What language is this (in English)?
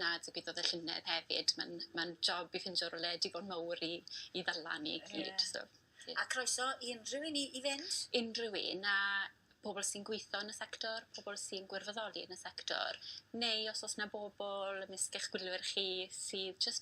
Welsh